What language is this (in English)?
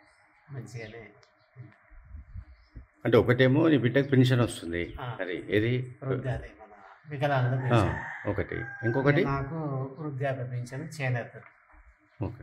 Telugu